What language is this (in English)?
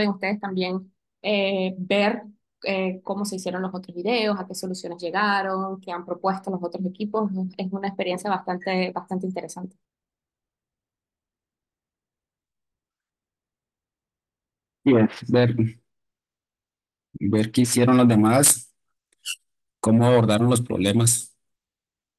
Spanish